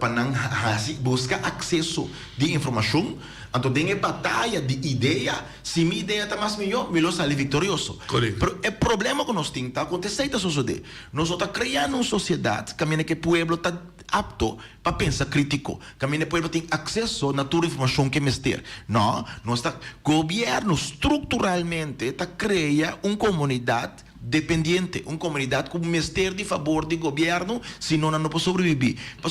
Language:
Papiamento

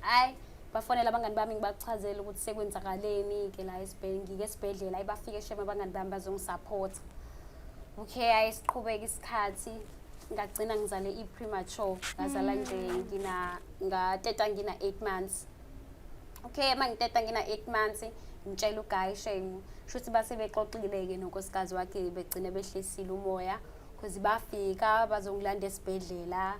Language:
Zulu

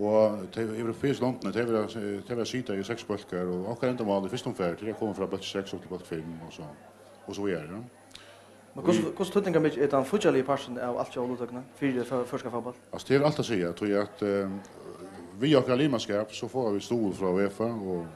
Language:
Faroese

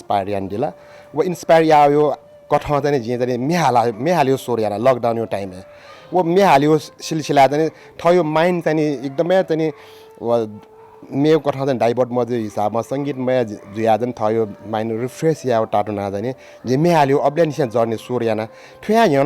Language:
Newari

